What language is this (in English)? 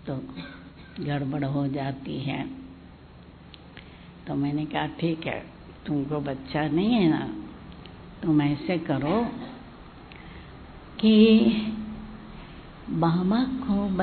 Hindi